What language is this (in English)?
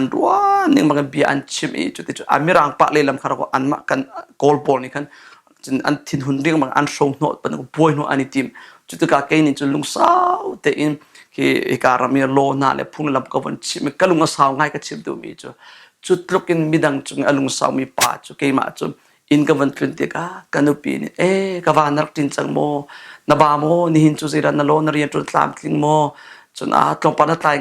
Hakha Chin